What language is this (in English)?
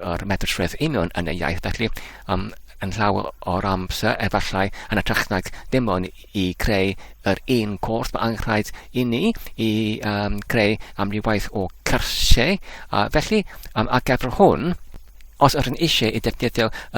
Welsh